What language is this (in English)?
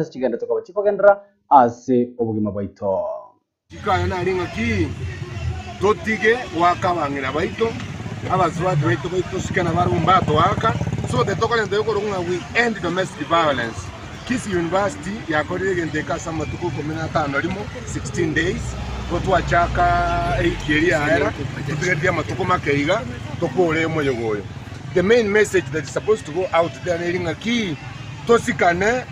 Gusii